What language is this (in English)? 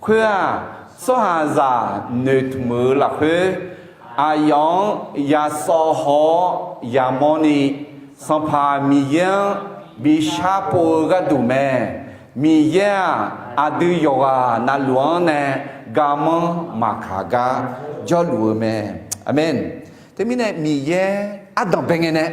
Akha